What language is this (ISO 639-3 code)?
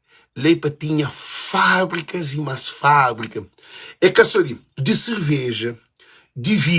kea